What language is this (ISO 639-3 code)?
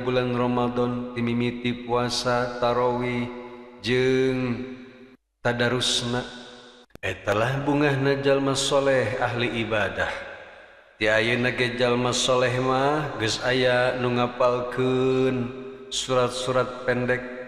sun